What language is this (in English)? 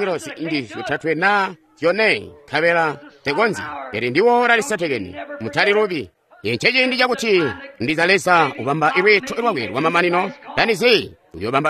Tonga (Zambia)